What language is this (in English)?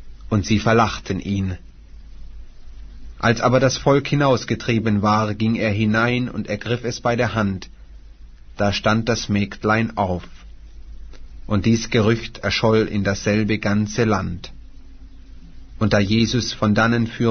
German